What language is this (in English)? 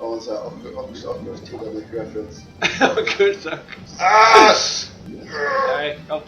Faroese